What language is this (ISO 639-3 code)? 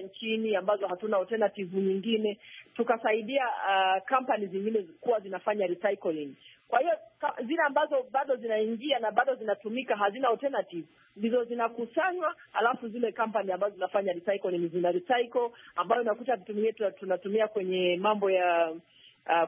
swa